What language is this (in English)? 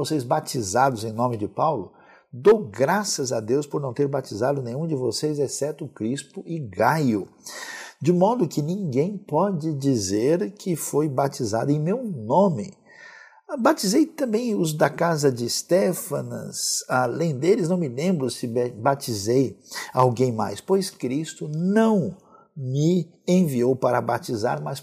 Portuguese